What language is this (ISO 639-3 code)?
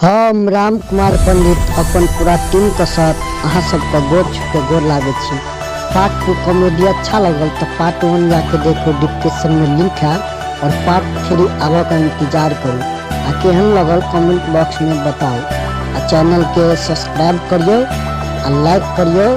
mai